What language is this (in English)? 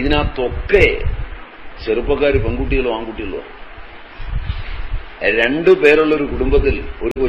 Malayalam